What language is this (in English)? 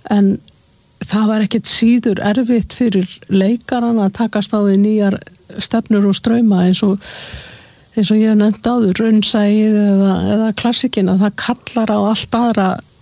Icelandic